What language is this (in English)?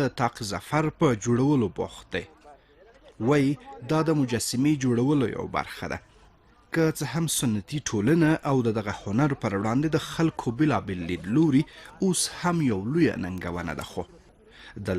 Pashto